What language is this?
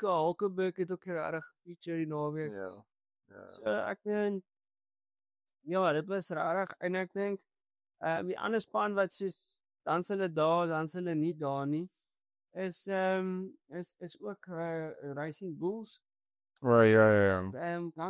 Afrikaans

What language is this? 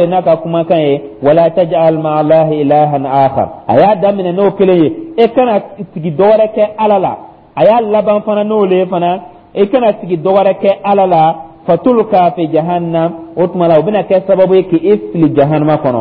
Dyula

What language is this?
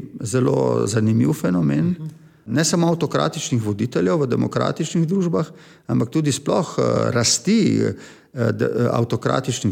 Slovenian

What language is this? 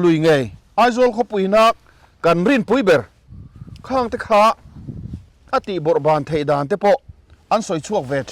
Mizo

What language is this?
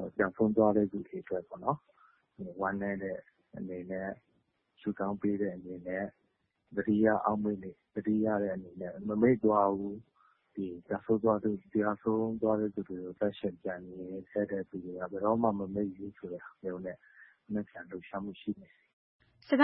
Burmese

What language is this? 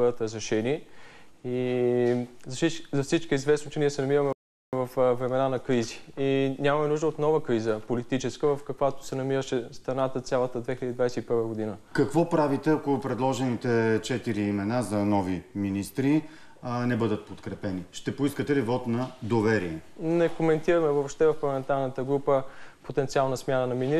Bulgarian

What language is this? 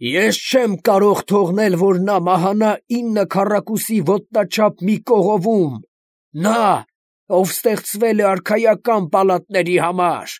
Armenian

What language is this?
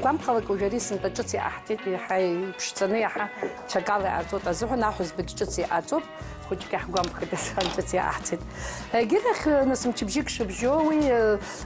Abkhazian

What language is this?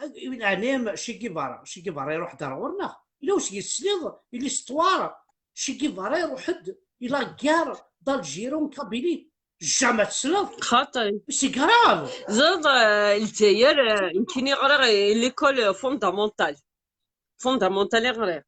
Kabyle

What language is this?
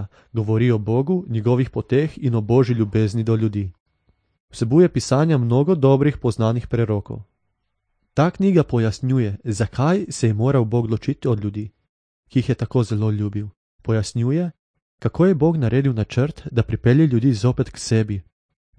Slovenian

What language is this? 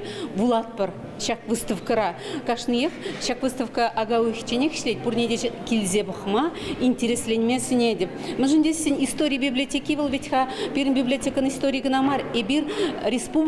Chuvash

